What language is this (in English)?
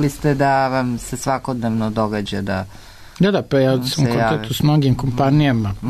Serbian